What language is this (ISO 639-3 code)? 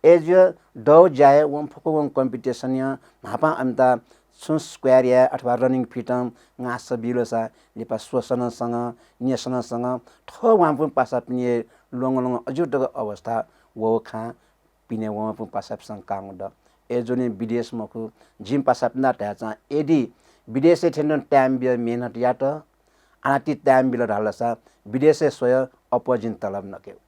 new